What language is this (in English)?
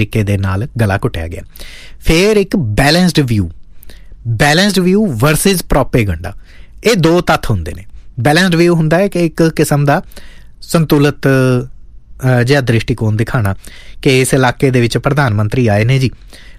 Punjabi